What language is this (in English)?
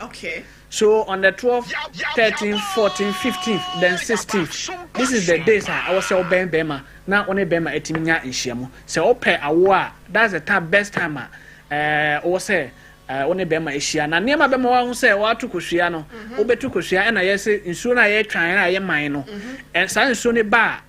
Akan